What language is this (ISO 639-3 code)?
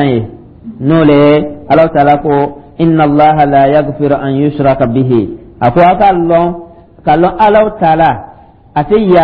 dyu